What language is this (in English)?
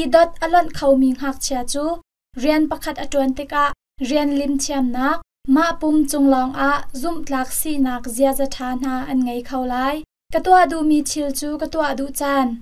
Hakha Chin